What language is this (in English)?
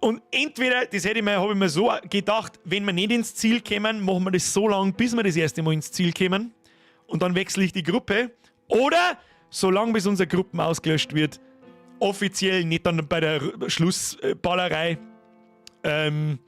Bavarian